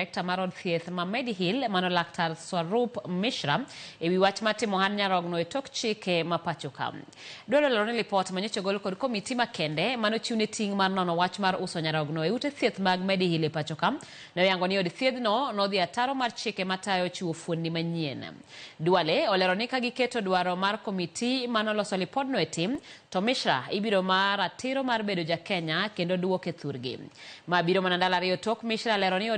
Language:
Luo (Kenya and Tanzania)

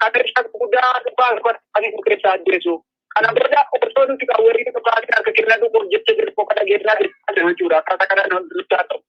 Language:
Oromo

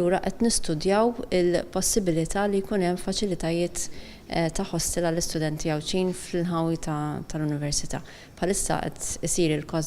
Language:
Maltese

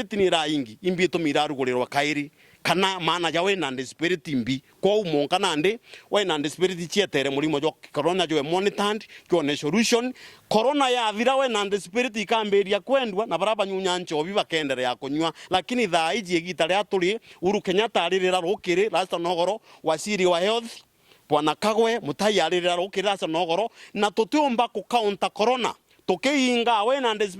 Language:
Meru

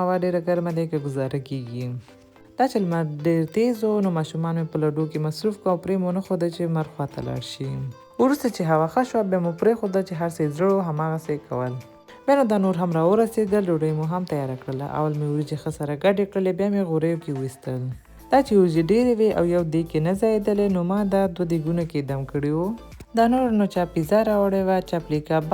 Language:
Pashto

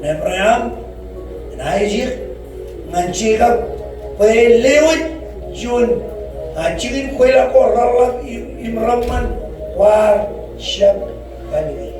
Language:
Marshallese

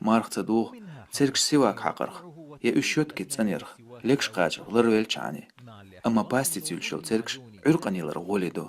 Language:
Chechen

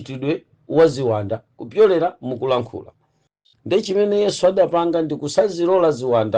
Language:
Nyanja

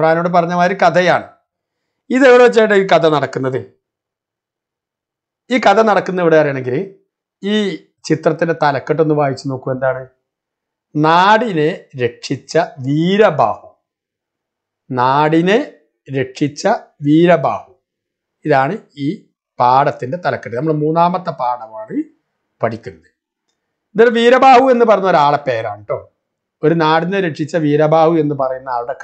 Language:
Malayalam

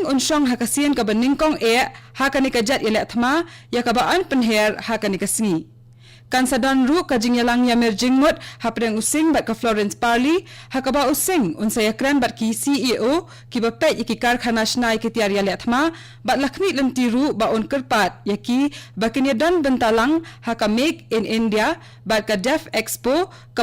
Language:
Khasi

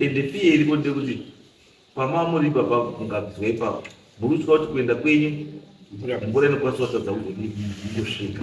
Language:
Shona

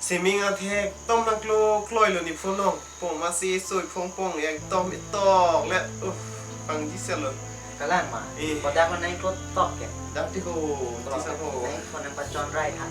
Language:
Karbi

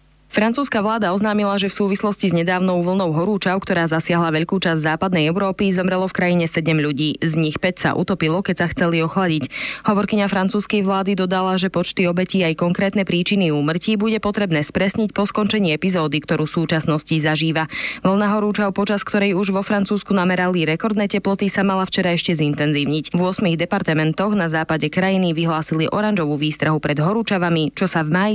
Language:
Slovak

